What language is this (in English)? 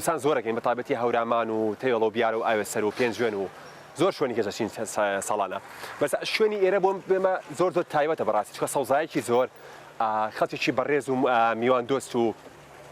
Central Kurdish